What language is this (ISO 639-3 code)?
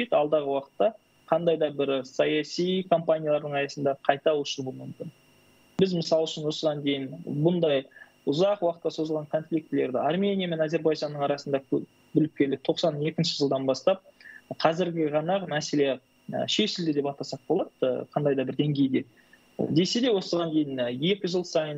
kaz